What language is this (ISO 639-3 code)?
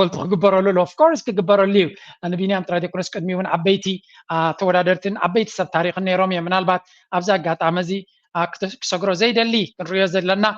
tir